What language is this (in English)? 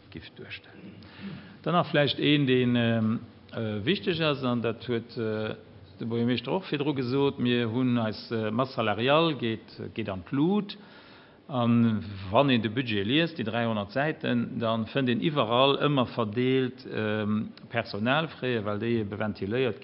Luxembourgish